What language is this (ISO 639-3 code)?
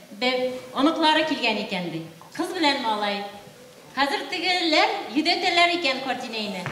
bak